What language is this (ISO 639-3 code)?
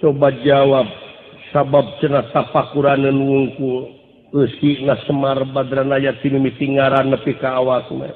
sun